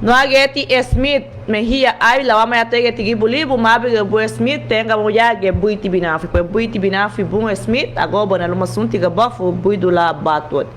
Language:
Garifuna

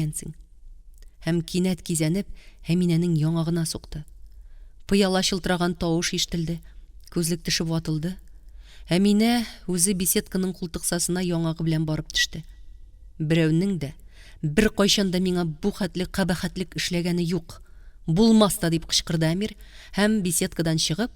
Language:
Tatar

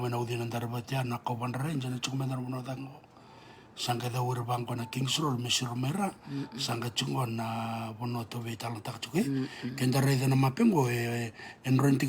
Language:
Fijian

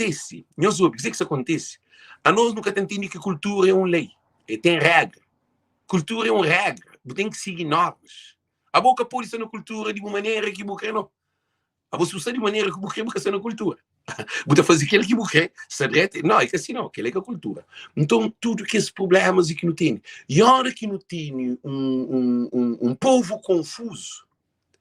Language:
Kabuverdianu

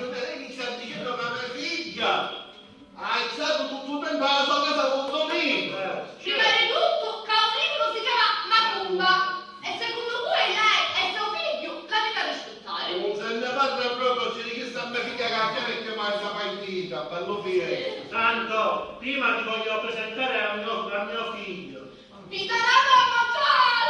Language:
Sicilian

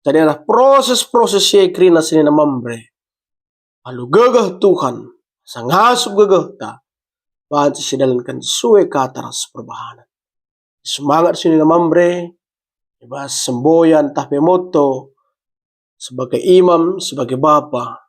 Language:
Batak Karo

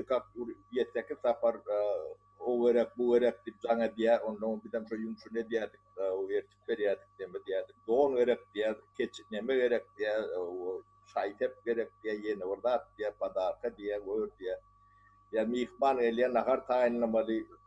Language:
Turkmen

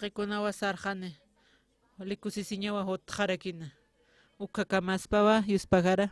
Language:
Aymara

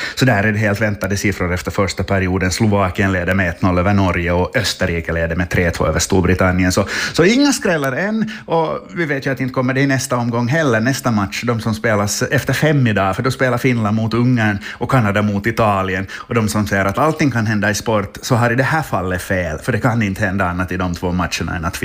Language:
Swedish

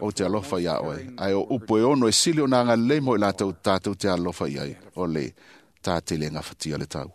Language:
Samoan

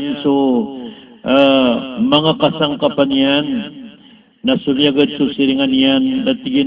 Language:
Maranao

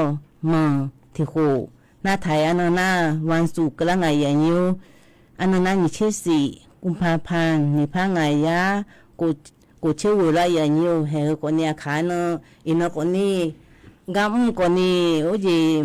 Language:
Akha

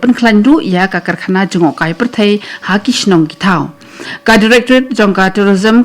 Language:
Khasi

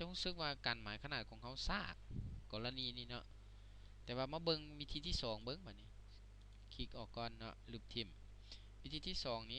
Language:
Lao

